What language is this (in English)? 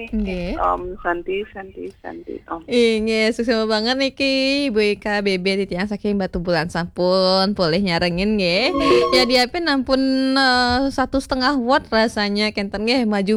Balinese